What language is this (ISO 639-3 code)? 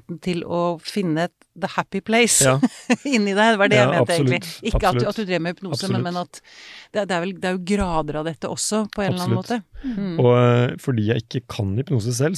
nor